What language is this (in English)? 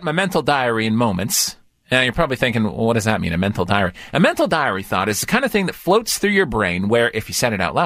English